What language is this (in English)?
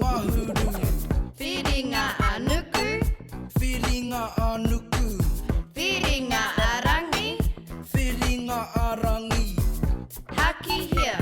Māori